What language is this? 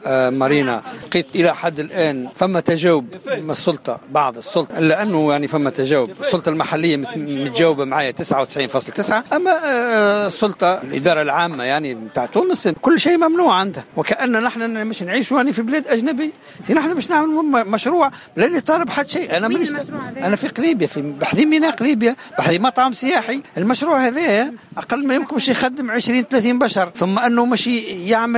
Tunisian Arabic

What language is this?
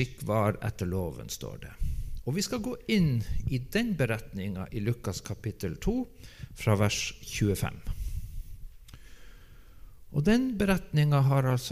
Norwegian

